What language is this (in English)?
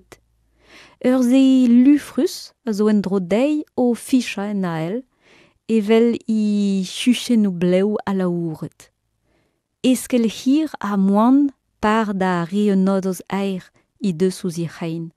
Breton